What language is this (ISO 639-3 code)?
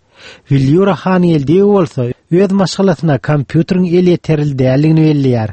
tuk